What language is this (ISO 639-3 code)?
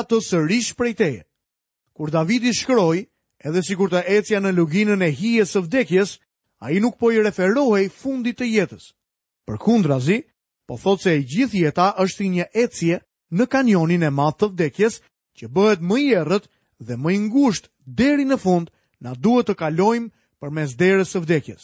sqi